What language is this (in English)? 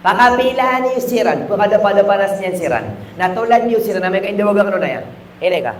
Maranao